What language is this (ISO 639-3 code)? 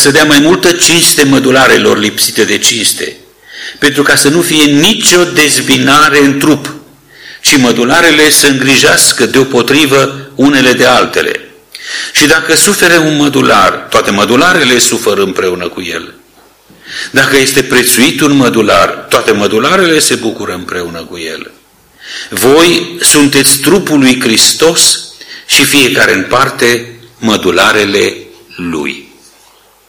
ron